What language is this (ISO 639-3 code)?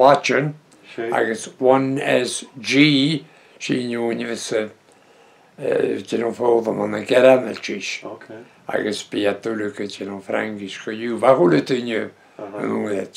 bre